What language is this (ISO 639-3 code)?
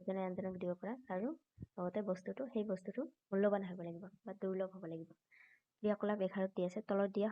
asm